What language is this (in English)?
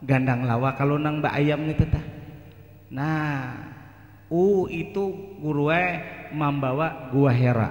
Banjar